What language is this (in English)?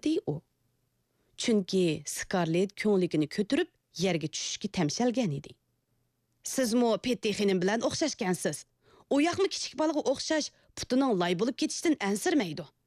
Uyghur